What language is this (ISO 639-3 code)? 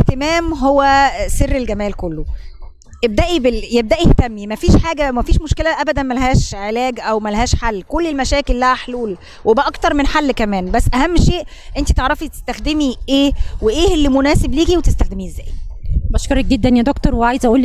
arz